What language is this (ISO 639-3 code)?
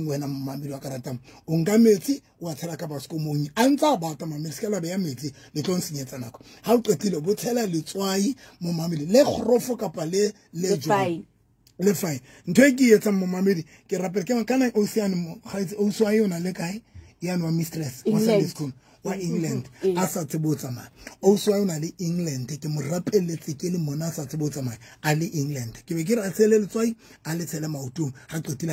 sot